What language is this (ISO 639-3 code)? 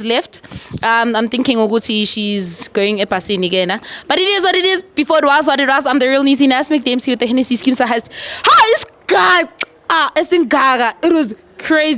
zul